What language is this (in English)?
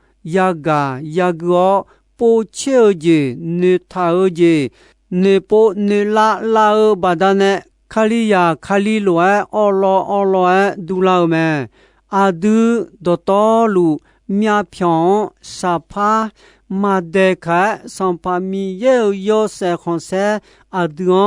Akha